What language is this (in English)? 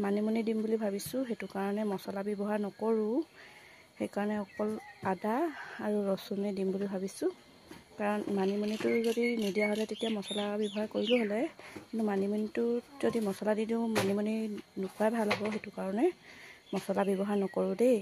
Assamese